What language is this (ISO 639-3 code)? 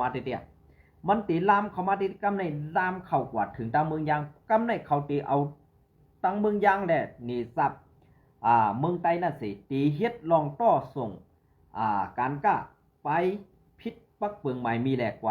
shn